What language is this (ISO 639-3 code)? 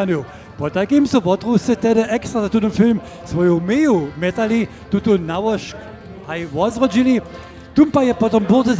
hsb